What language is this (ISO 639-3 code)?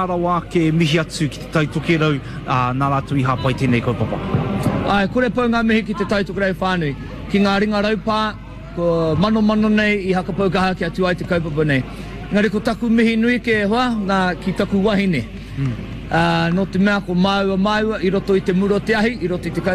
mri